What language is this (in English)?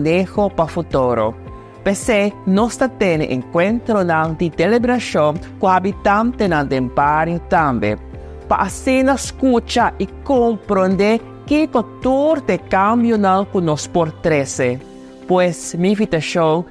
Papiamento